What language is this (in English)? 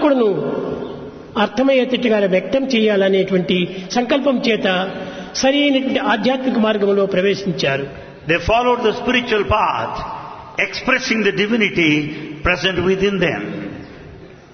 Telugu